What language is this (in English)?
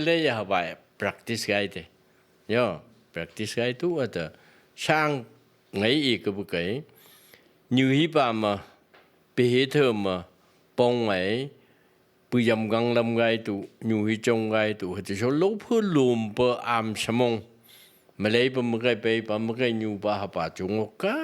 Phom Naga